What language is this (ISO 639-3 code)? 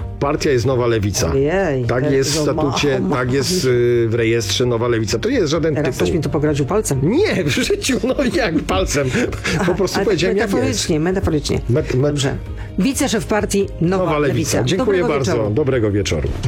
pol